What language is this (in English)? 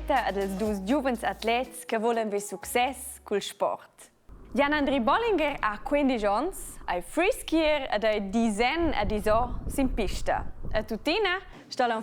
Romansh